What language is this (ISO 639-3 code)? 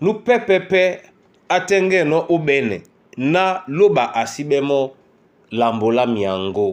dua